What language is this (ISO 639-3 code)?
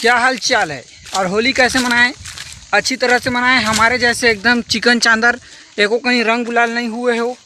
hne